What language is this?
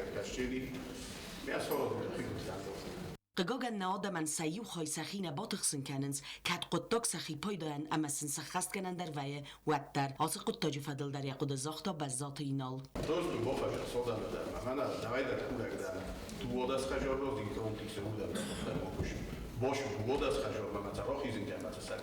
Ossetic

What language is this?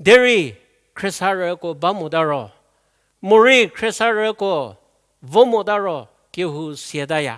Angami Naga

